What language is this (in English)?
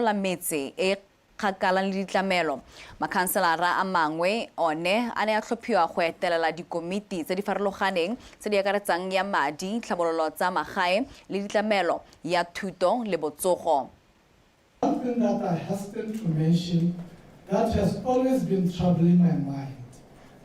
Tswana